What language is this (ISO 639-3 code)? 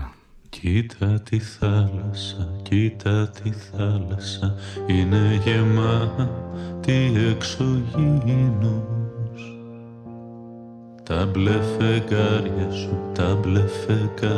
ell